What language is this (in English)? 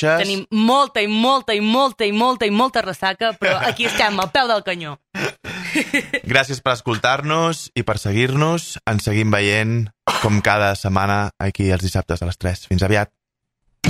Catalan